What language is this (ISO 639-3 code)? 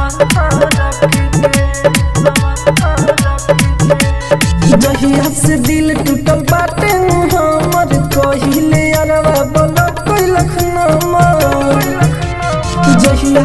bho